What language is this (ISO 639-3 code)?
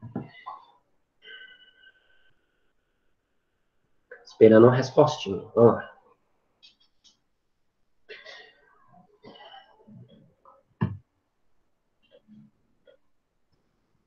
por